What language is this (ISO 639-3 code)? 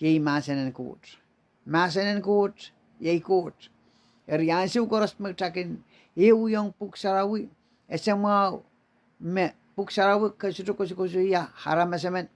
pon